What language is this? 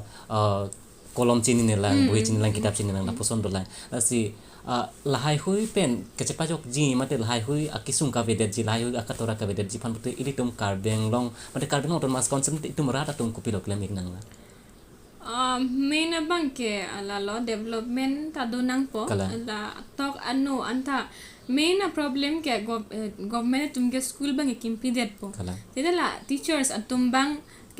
Karbi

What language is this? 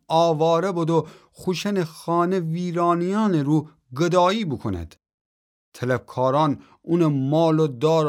Gilaki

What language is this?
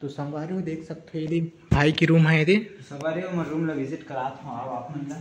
Chhattisgarhi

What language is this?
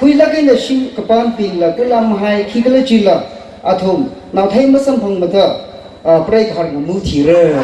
Tangkhul Naga (India)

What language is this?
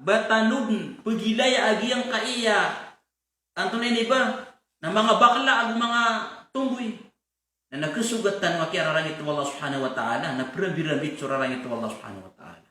Maranao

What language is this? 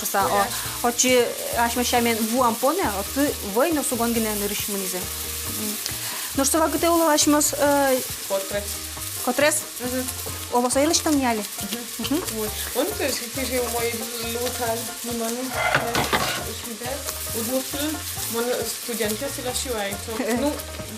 Udmurt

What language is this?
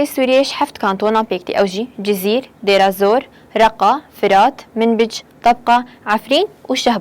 Kurdish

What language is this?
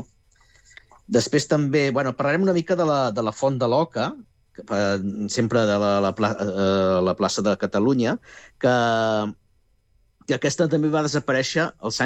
Catalan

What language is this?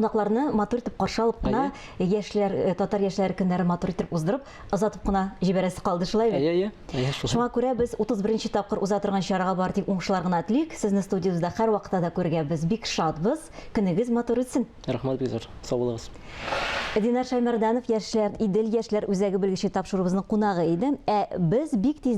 Tatar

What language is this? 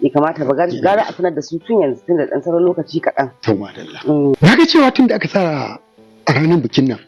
Hausa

